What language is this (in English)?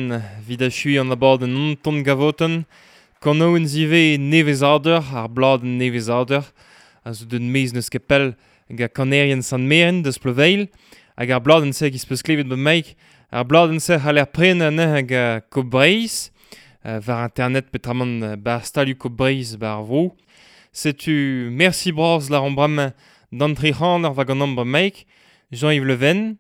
Breton